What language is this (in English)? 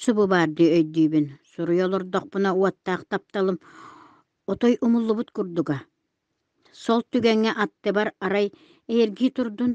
Yakut